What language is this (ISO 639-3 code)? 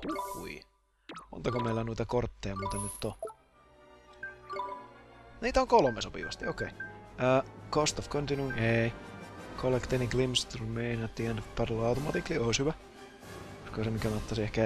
fin